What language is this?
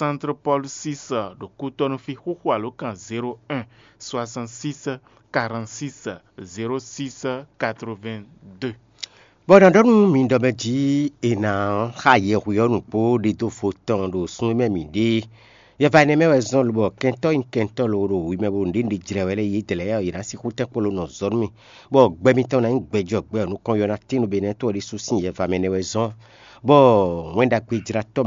Fon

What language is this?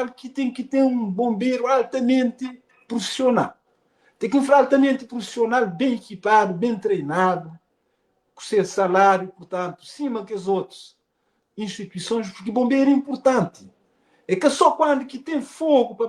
Kabuverdianu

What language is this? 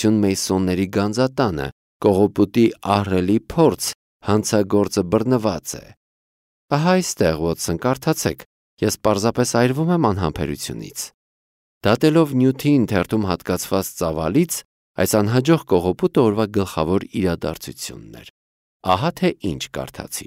Armenian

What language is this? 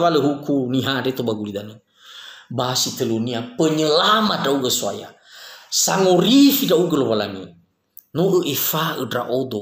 Nias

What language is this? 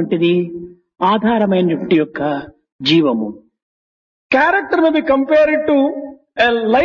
Telugu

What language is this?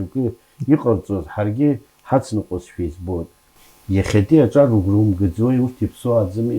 Abkhazian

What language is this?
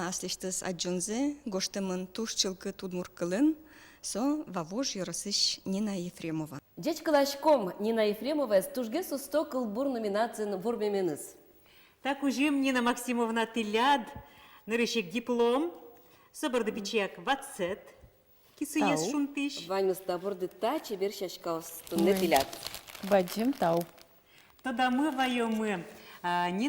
Udmurt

